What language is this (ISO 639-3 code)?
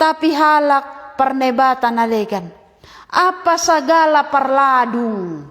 bts